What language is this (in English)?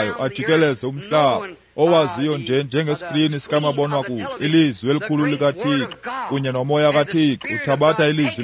Xhosa